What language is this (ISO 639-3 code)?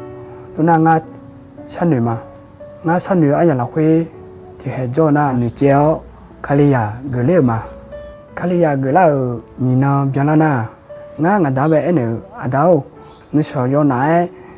ahk